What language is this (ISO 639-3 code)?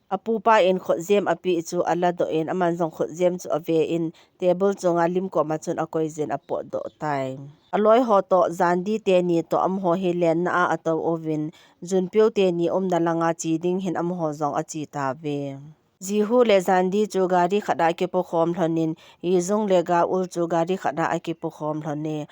tcz